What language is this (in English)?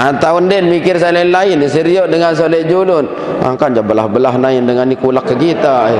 Sasak